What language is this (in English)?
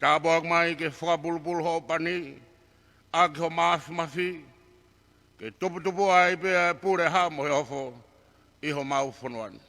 Tongan